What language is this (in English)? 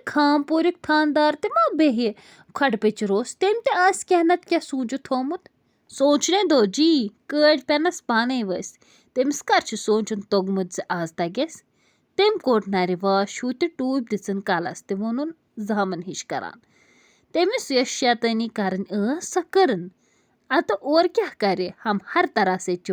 Kashmiri